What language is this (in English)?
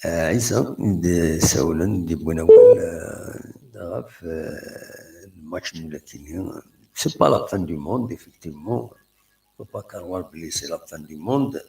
Kabyle